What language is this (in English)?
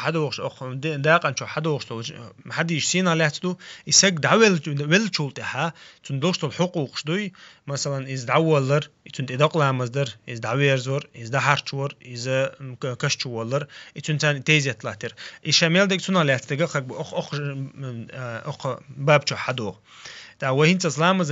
Chechen